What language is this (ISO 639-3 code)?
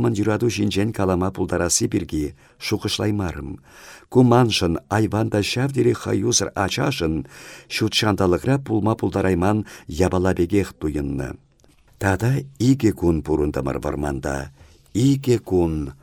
chv